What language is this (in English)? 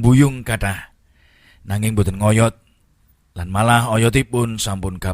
Javanese